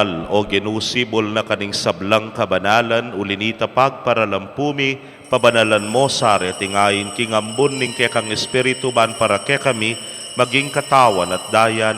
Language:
Pampanga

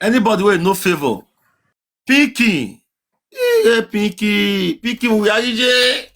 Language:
Nigerian Pidgin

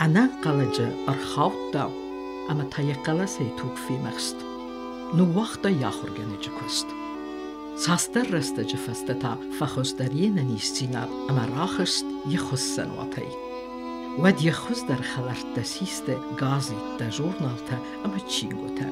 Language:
Ossetic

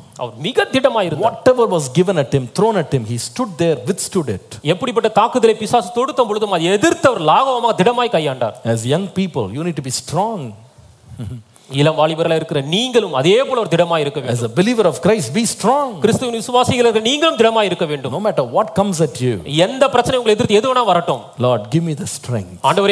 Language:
Tamil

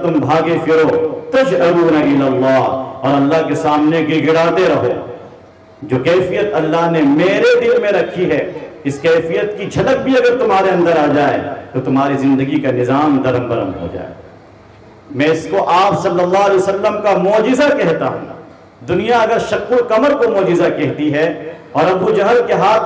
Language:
Urdu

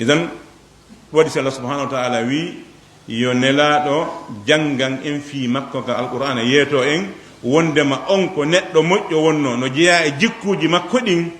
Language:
Fula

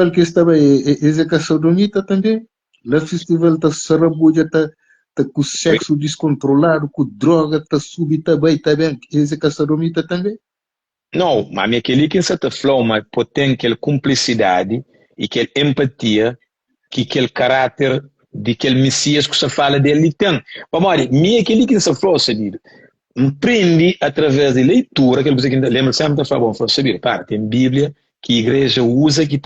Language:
Kabuverdianu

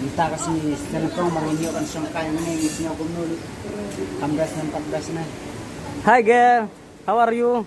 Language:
Khasi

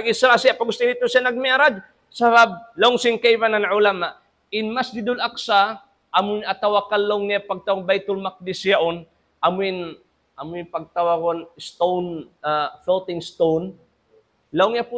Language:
Tausug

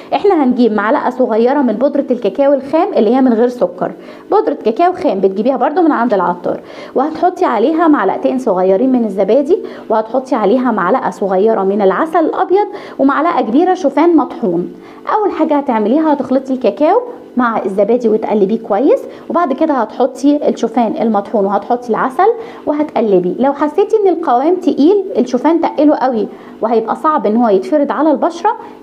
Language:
Egyptian Arabic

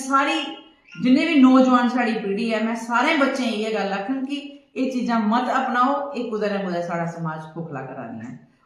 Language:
Dogri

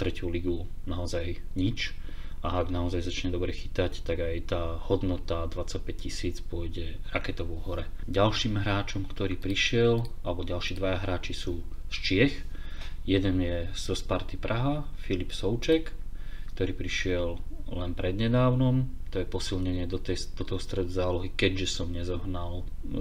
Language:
Slovak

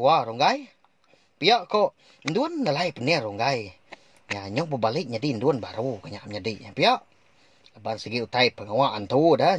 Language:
Iban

